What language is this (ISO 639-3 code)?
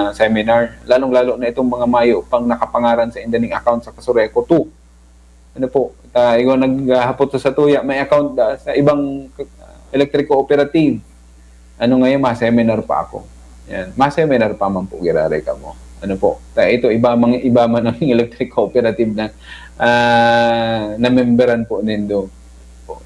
bik